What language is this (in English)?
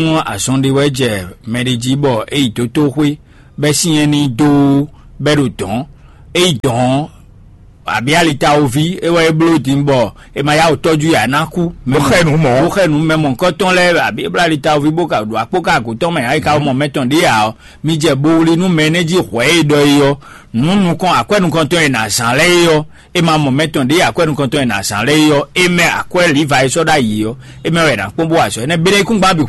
Fon